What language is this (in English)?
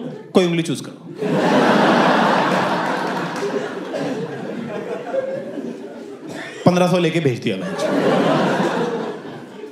Hindi